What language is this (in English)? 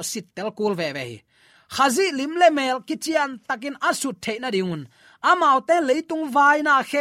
Tedim Chin